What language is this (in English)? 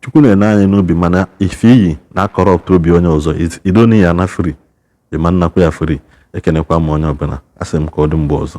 Igbo